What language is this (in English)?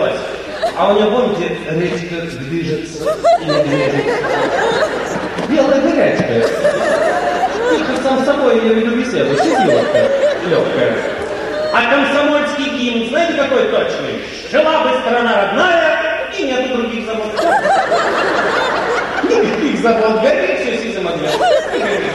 Russian